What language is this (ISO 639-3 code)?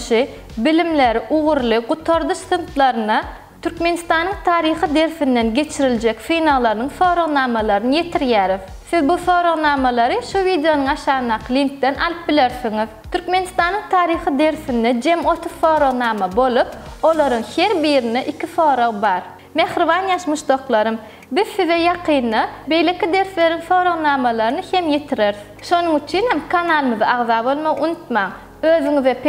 tuk